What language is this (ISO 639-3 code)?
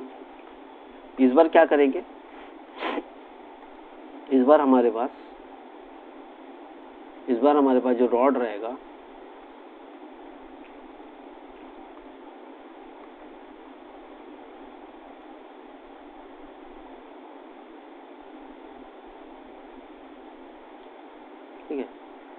hin